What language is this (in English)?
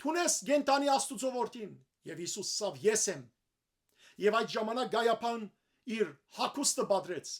Western Armenian